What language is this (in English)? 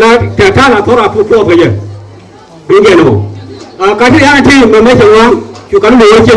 Nuer